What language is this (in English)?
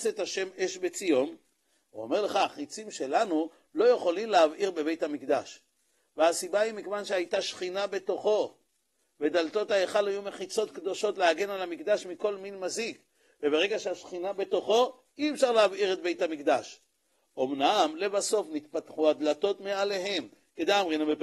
Hebrew